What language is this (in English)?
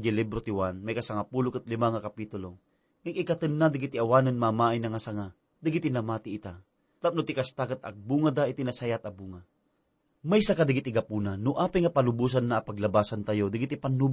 Iloko